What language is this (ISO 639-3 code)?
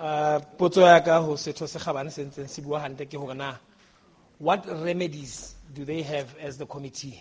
sot